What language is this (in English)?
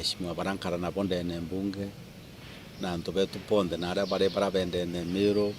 Meru